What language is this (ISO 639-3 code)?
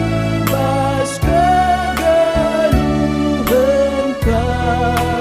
btx